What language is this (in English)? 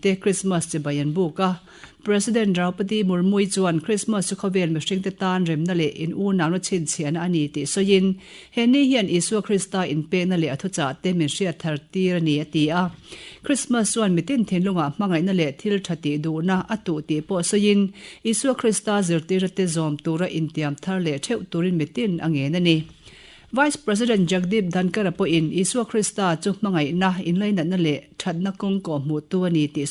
Mizo